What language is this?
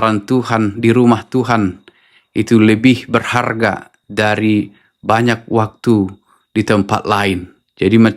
Batak Toba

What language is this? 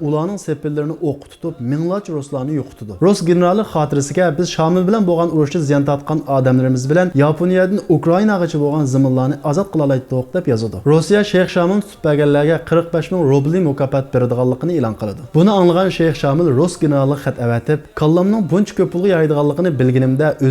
Uyghur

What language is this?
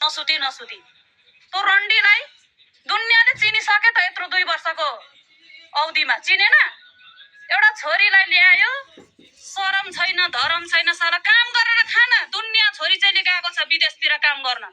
Nepali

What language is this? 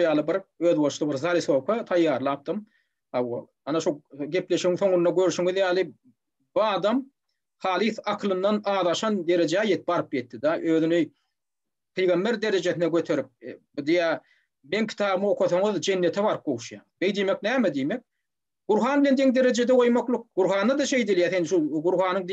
Turkmen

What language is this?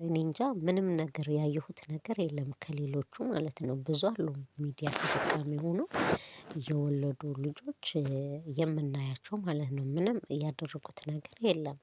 Amharic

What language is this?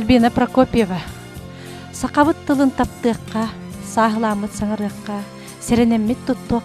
Yakut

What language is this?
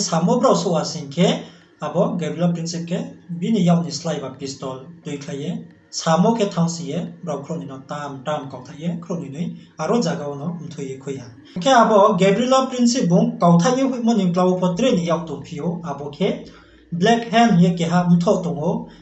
Riang (India)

